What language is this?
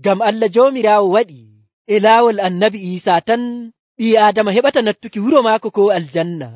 Nigerian Fulfulde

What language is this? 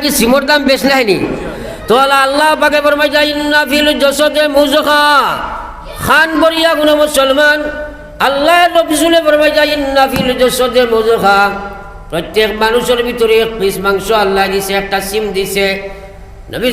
Sylheti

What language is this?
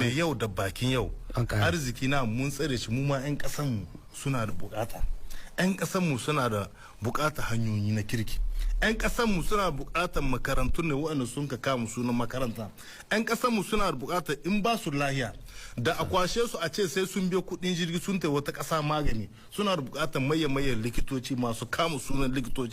Hausa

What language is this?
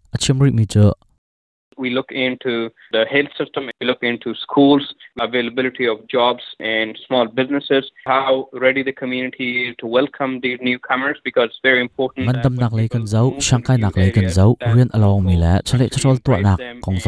Hakha Chin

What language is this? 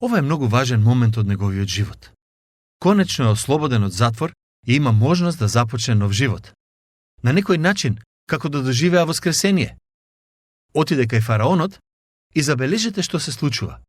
Macedonian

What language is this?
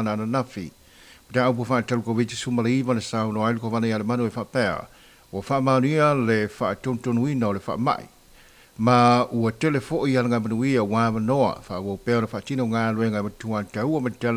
Samoan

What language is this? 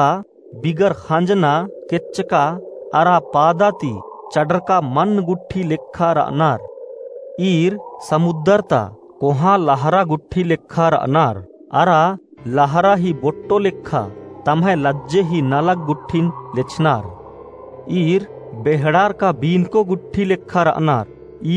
Kurukh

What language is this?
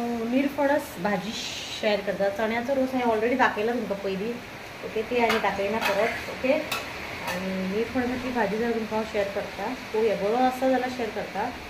Konkani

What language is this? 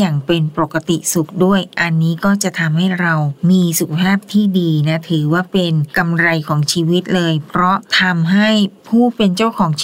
Thai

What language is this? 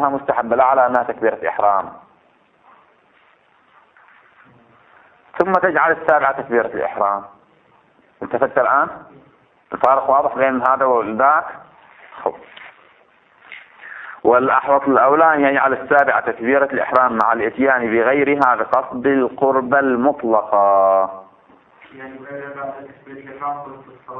Arabic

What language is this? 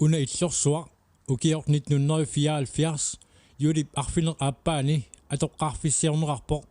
Kalaallisut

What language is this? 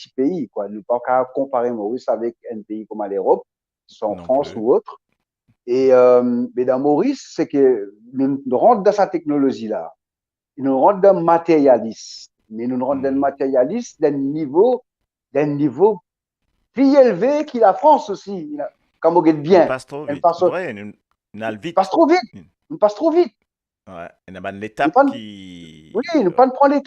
Morisyen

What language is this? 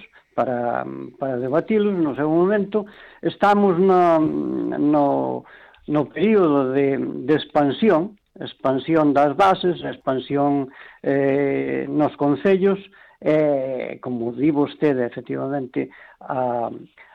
Galician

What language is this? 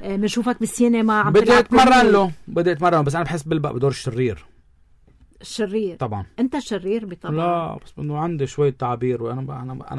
North Levantine Arabic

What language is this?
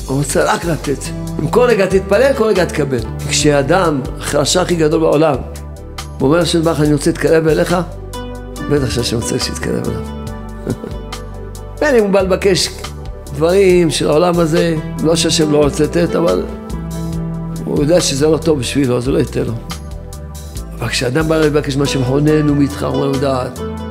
Hebrew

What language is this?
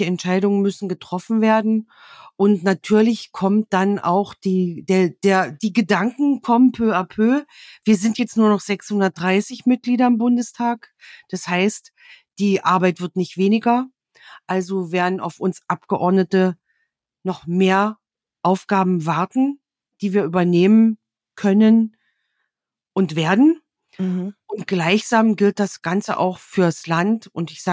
German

